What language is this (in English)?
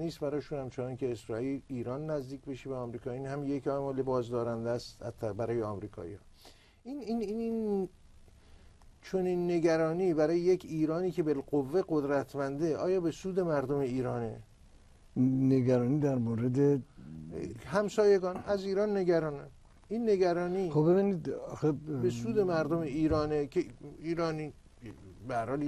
Persian